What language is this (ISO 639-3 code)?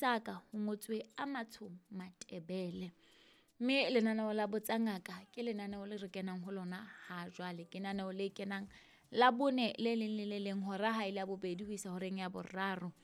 sot